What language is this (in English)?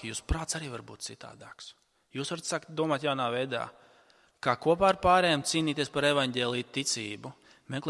Latvian